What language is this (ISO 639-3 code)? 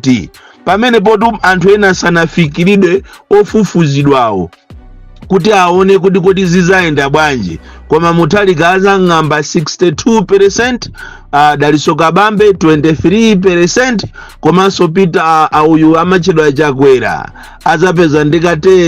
nya